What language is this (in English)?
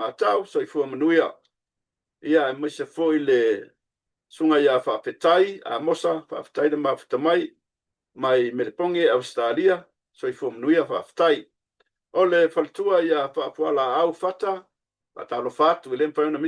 Samoan